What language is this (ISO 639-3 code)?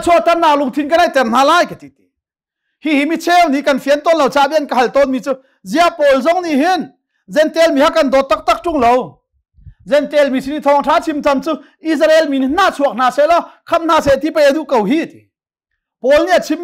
cnh